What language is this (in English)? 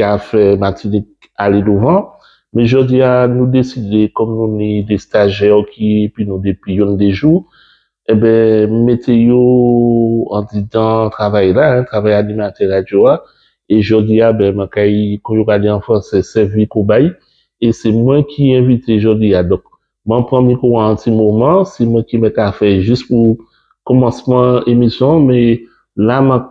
Guadeloupean Creole French